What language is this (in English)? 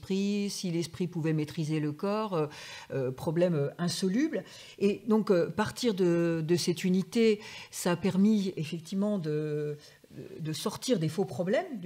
French